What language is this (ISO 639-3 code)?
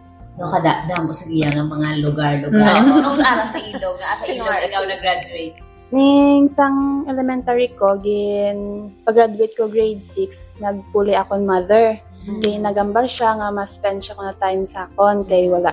hil